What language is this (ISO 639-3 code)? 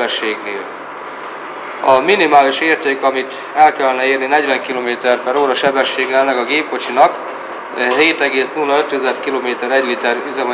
hun